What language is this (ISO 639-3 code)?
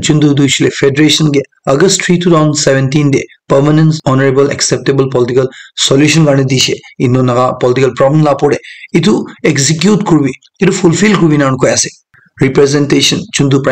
nag